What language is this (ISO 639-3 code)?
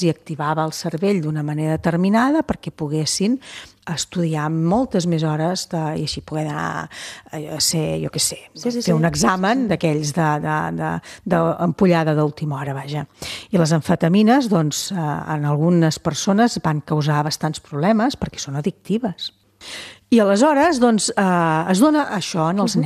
cat